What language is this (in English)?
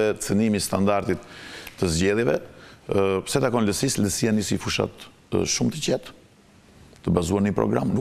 Albanian